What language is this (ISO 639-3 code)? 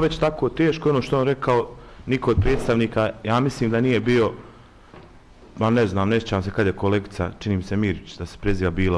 bos